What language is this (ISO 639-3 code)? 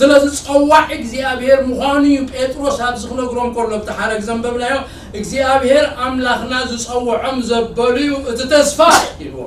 tir